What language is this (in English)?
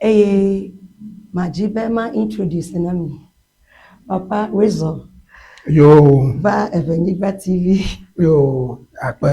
Ewe